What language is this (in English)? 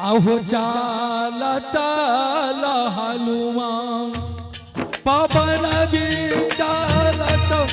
Angika